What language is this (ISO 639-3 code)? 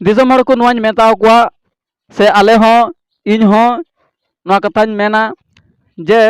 sat